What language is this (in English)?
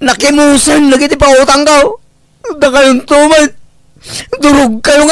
Iloko